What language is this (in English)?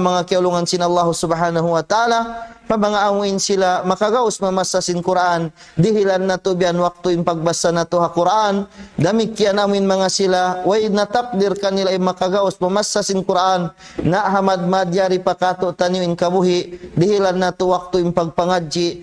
Tausug